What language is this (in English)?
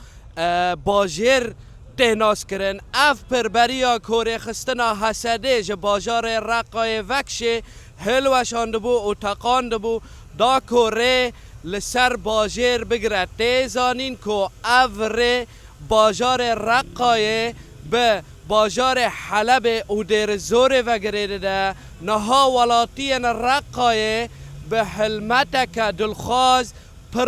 Kurdish